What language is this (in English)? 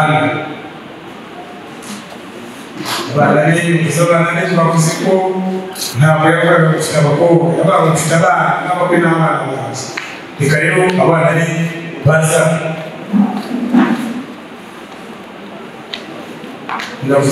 Kinyarwanda